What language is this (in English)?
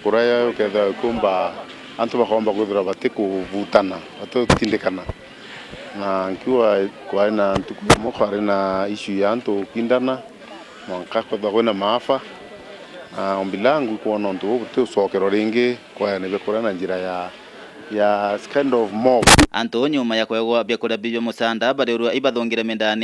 Meru